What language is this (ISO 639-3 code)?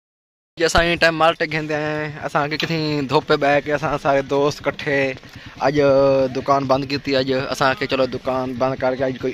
skr